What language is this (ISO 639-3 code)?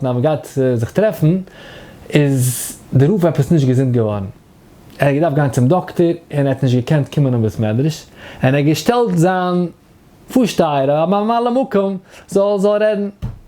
yid